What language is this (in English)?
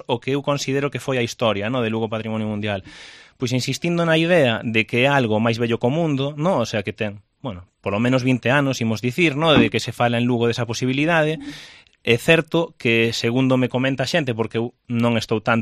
Galician